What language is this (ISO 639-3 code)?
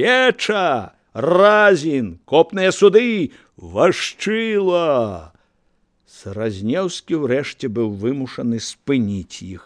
bel